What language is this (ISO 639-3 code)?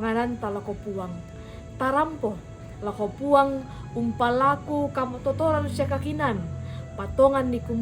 sda